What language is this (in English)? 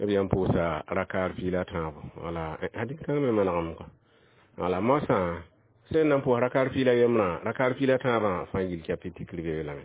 Mossi